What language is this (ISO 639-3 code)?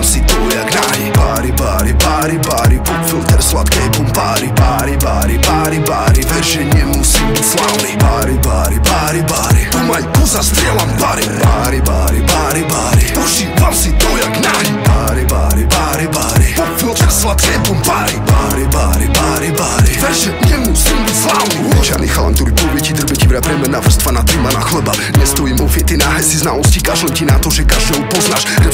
slk